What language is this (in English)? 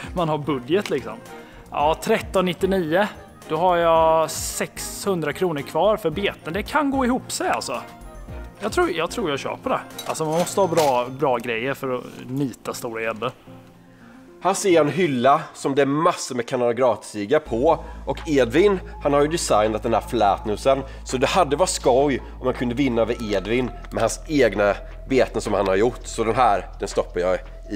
Swedish